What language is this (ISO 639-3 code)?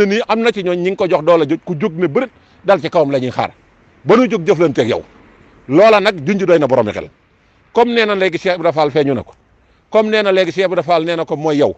wol